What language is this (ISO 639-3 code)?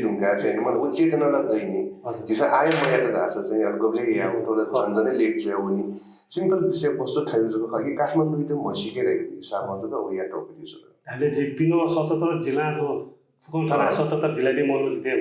new